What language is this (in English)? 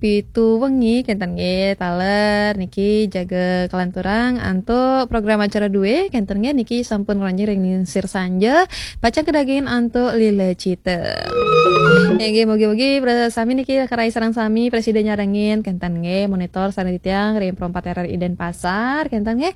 Balinese